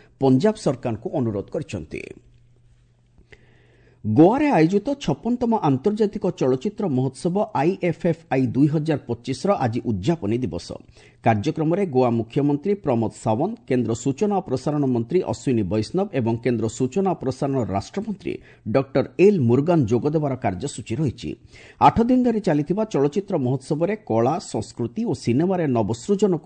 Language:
Odia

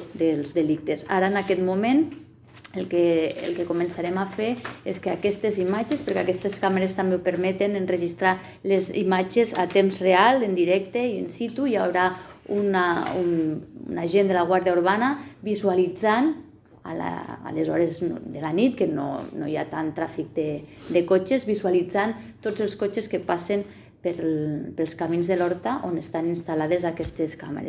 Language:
Catalan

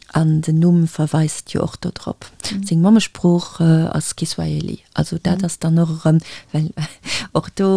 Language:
Luxembourgish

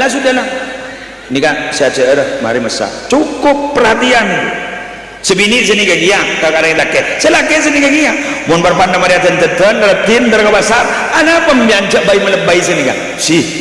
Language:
Madurese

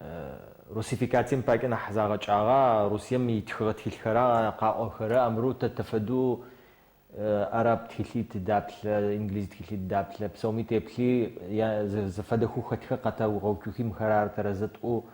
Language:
Adyghe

